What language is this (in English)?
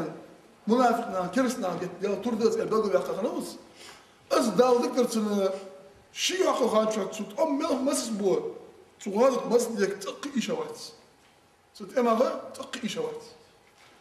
Ingush